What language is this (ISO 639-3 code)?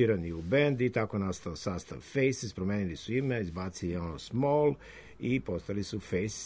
srp